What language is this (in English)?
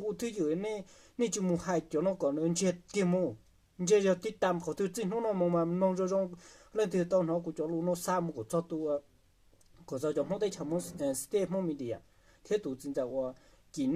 Hmong